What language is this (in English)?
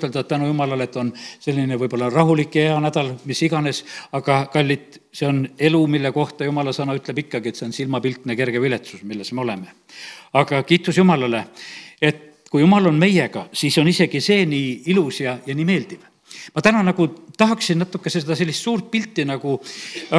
Estonian